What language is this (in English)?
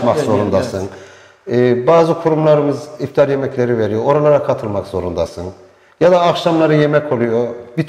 Turkish